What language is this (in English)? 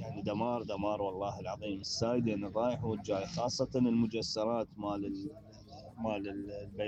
Mesopotamian Arabic